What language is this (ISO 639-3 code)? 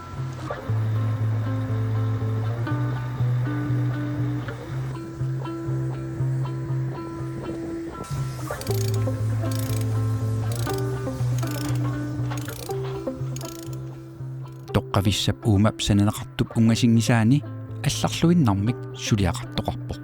kal